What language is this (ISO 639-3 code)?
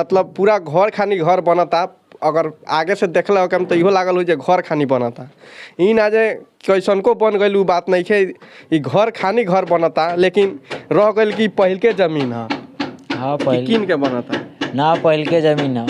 bho